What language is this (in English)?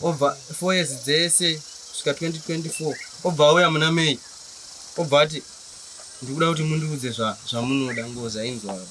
Shona